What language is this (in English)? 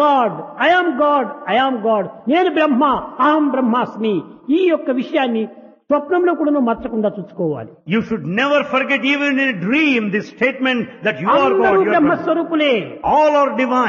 Telugu